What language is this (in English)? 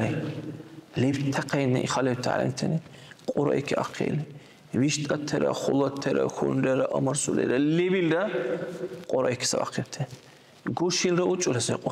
Dargwa